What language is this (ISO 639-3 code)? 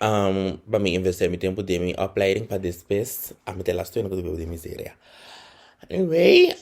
pap